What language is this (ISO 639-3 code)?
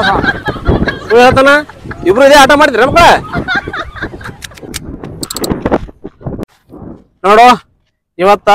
kan